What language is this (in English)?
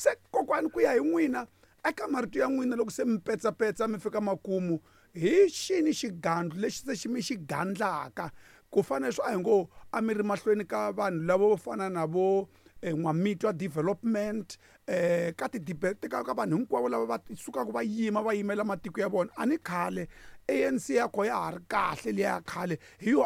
Tsonga